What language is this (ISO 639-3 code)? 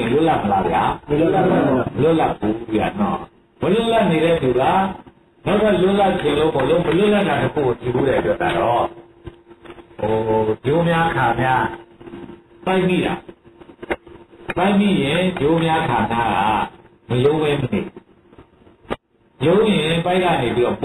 mya